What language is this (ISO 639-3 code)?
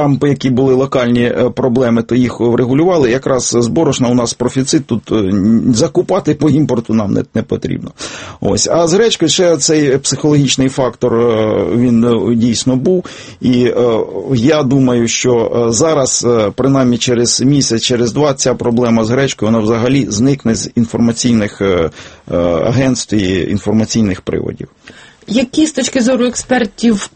ukr